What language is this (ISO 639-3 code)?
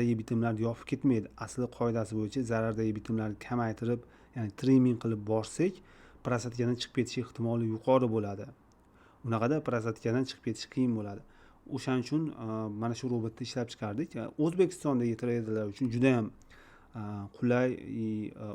uzb